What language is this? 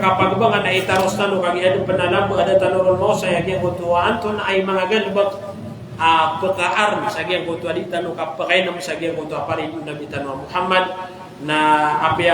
Maranao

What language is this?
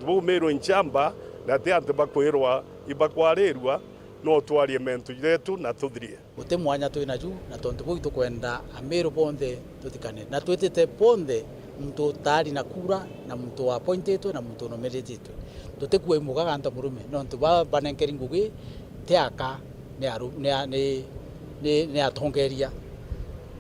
Meru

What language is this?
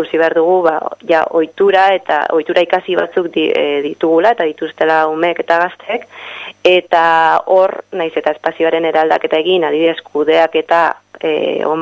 Basque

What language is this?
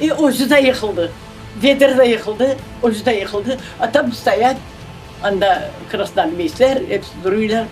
Crimean Tatar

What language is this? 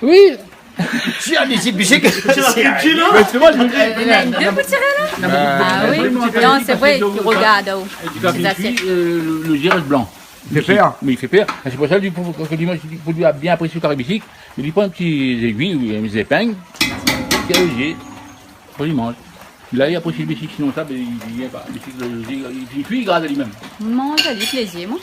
Réunion Creole French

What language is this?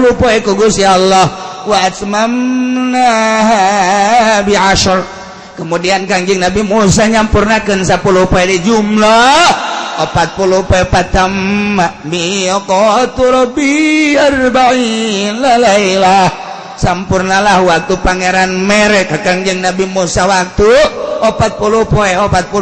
Sundanese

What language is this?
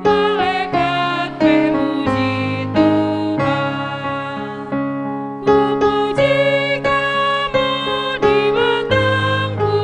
Batak Karo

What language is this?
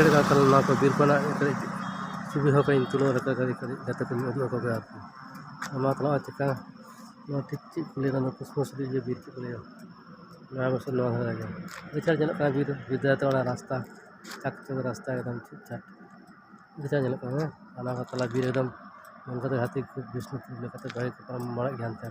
Santali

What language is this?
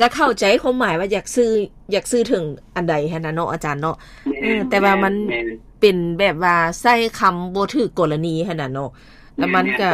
Lao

